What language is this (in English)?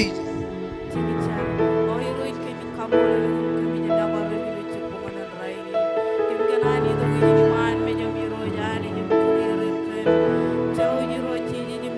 Marshallese